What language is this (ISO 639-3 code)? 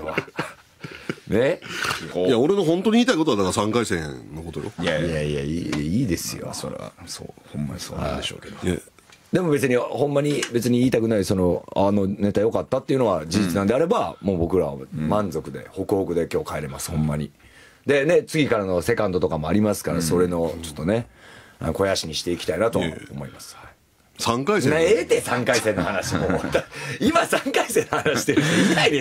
jpn